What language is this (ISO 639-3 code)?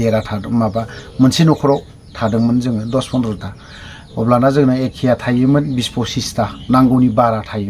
brx